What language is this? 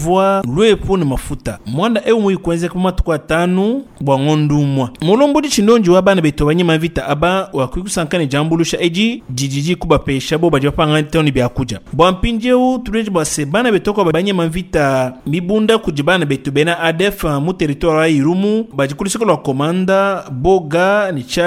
Luba-Lulua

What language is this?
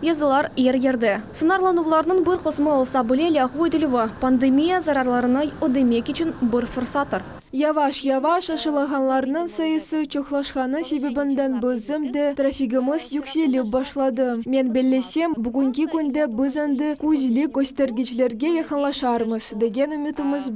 Crimean Tatar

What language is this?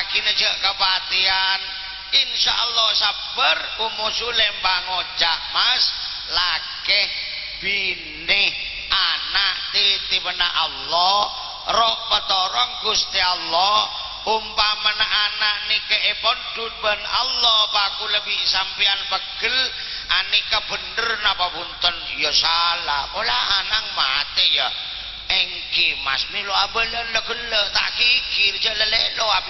Madurese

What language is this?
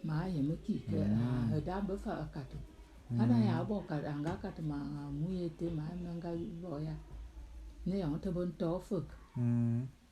Bulu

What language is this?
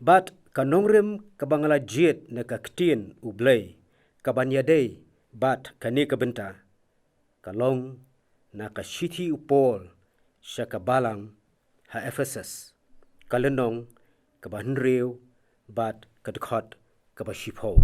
Khasi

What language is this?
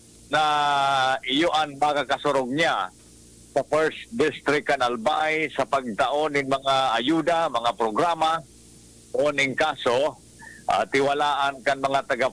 Bikol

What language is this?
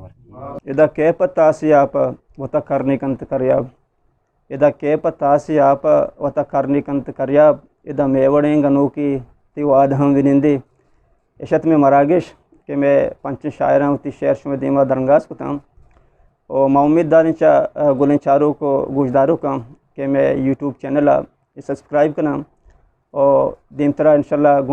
Eastern Balochi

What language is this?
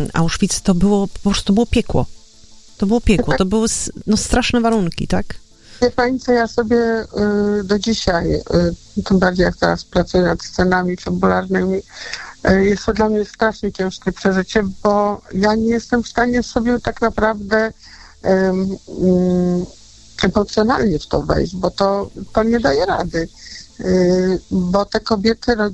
Polish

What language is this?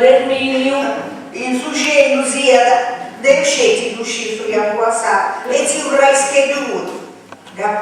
Sardinian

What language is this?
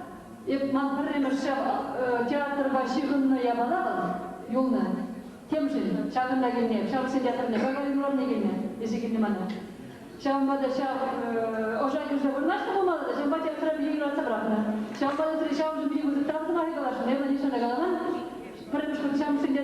Chuvash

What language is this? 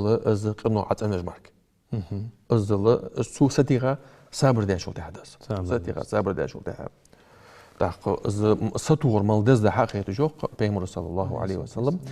Ingush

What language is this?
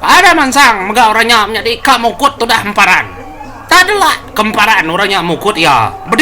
Iban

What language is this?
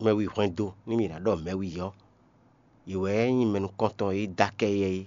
Fon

